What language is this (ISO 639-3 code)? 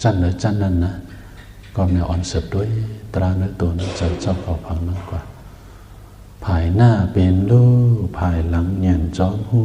shn